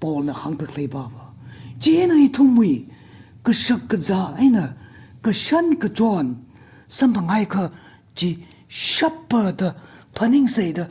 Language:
Tangkhul Naga (India)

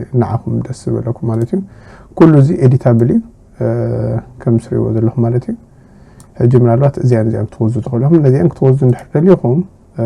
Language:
Tigrinya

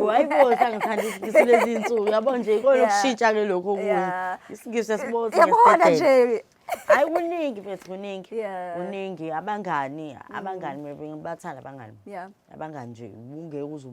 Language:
Zulu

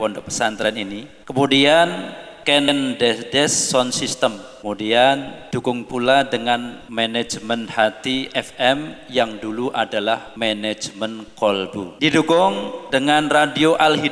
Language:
Javanese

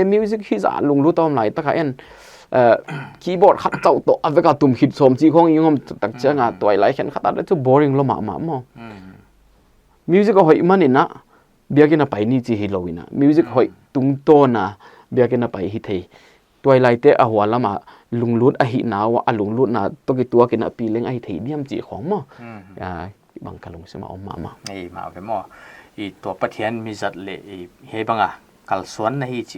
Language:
Paite Chin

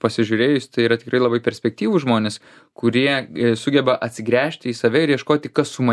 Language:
Lithuanian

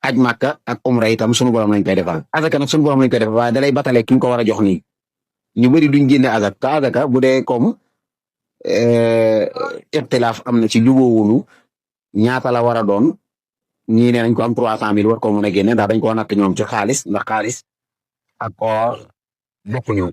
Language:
Wolof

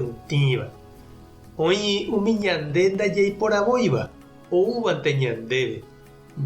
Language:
Guarani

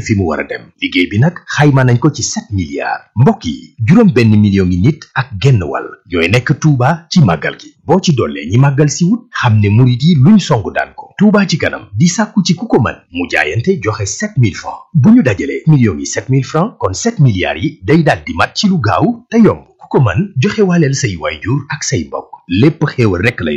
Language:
Wolof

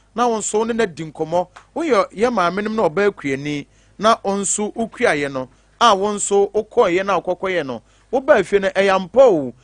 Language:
Akan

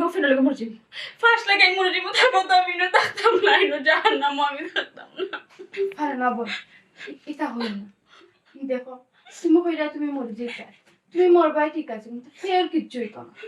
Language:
Sylheti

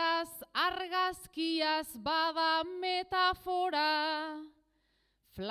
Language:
Basque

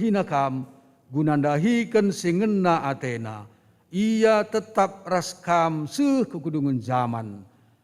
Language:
Batak Karo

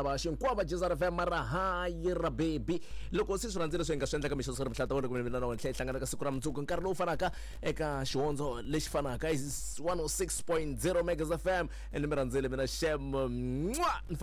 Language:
Tsonga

